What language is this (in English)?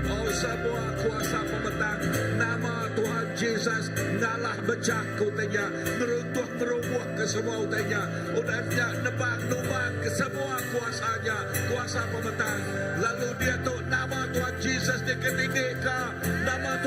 Iban